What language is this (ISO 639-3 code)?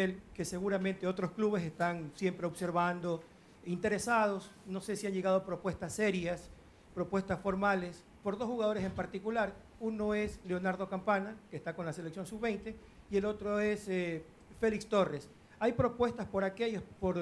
spa